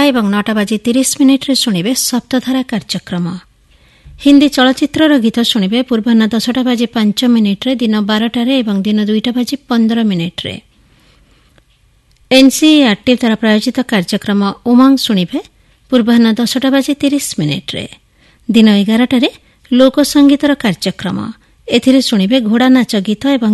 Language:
Odia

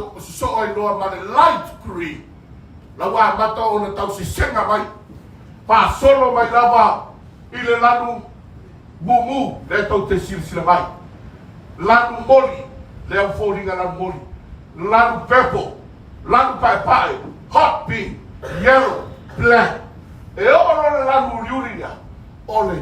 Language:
Samoan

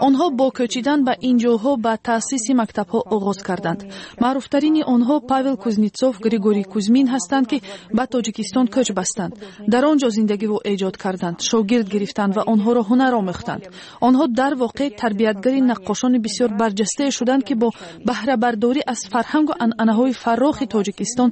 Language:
Tajik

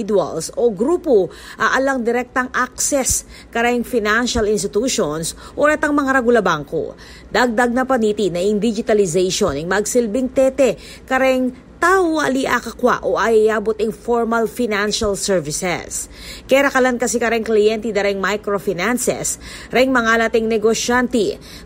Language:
Pampanga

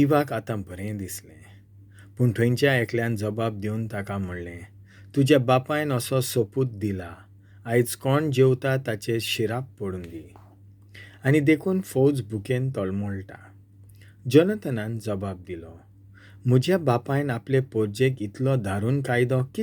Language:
Konkani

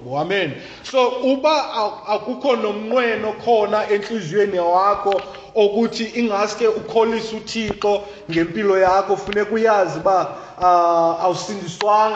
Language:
Xhosa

